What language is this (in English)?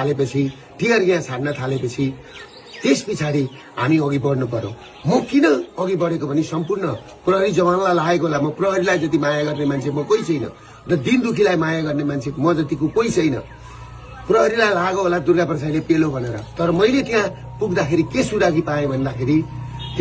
Nepali